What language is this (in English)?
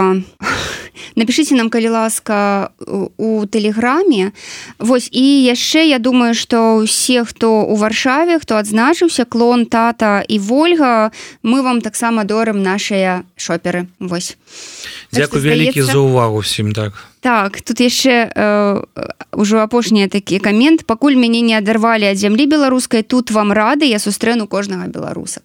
Belarusian